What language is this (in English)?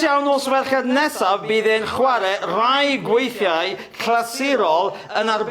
Welsh